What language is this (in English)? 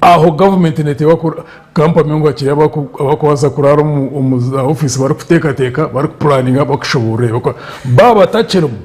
Nyankole